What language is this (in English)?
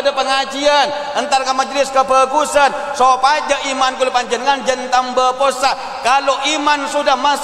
Madurese